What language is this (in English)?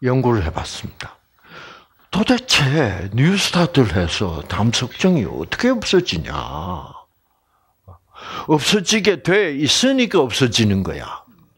Korean